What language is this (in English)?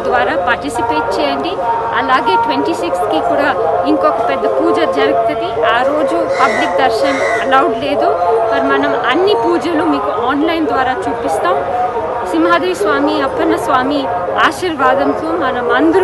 Telugu